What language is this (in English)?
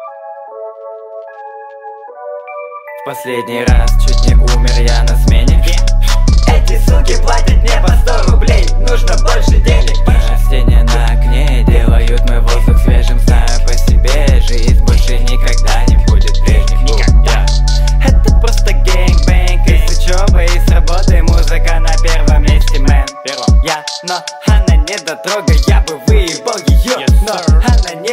Russian